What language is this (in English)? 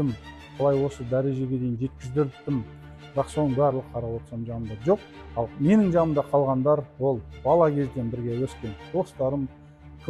Kazakh